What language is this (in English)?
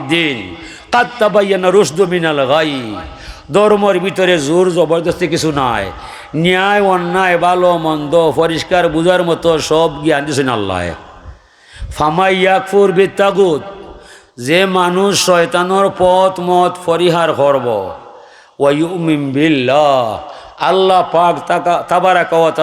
Sylheti